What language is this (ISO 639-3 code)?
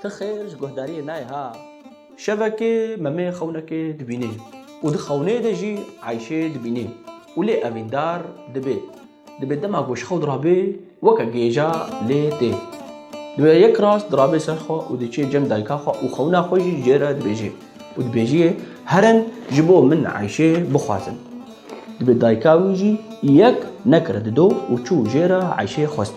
kur